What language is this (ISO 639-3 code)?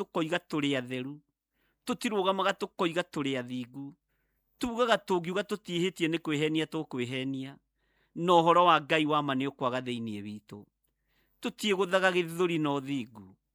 kik